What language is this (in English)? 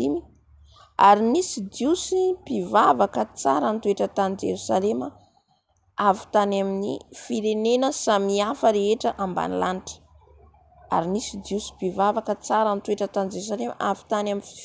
Malagasy